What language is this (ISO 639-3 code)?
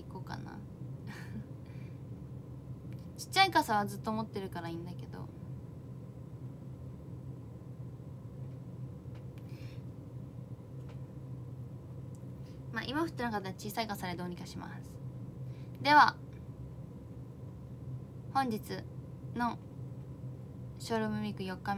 jpn